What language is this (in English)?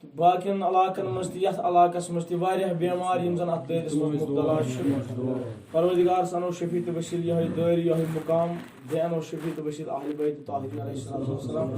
Kashmiri